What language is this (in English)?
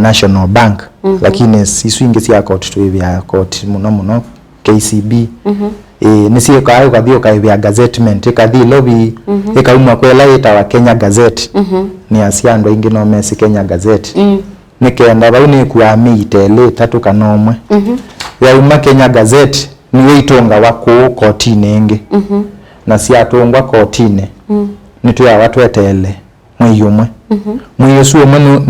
Kamba